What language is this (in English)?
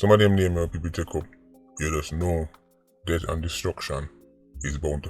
Jamaican Creole English